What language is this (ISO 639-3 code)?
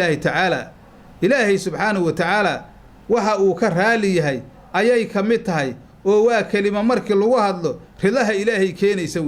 som